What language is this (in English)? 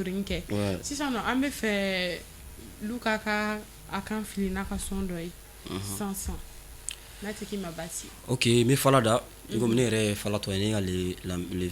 Bambara